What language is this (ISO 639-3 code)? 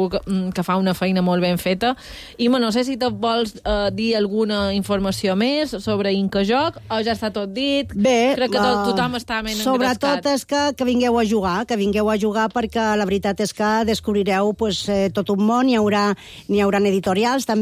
cat